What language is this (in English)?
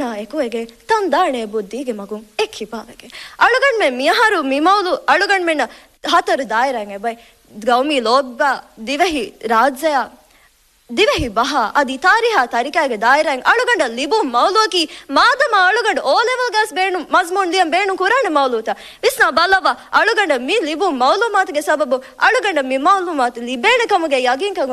Divehi